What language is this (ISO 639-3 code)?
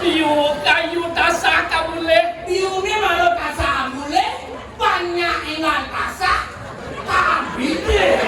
ban